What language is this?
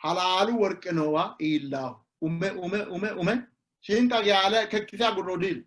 Sidamo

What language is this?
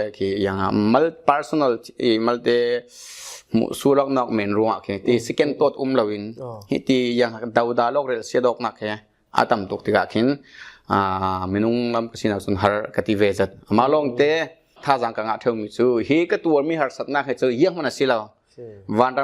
Falam Chin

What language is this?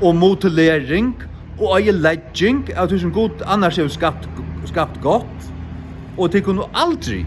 Faroese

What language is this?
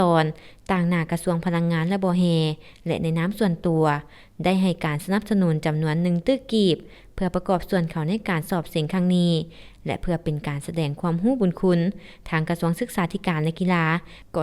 Lao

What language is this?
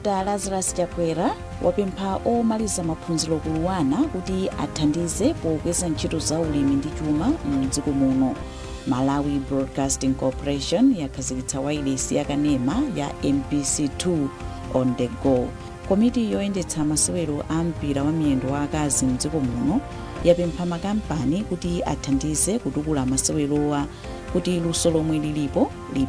Nyanja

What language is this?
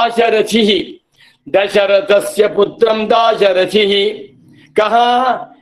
Sanskrit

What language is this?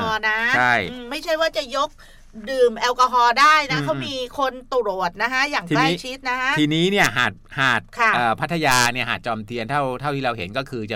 Thai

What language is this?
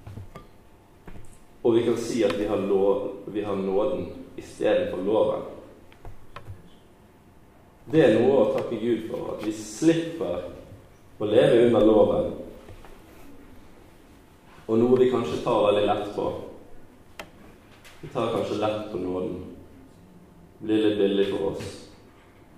Norwegian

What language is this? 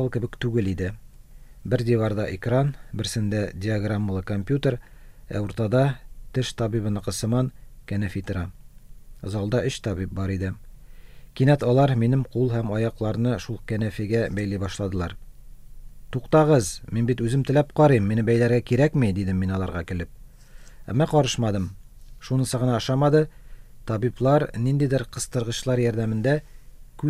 Tatar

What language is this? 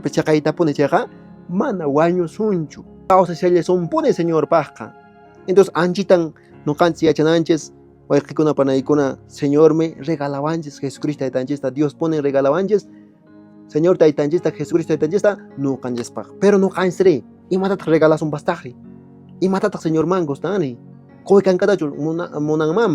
Quechua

